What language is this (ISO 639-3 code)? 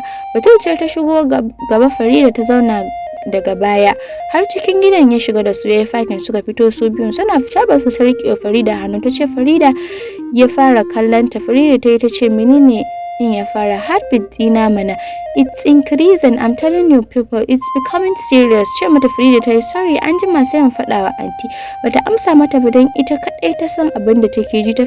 hau